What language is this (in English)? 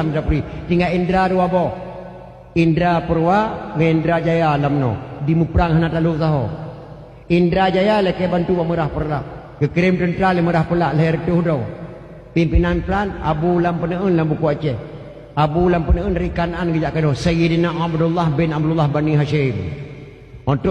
Achinese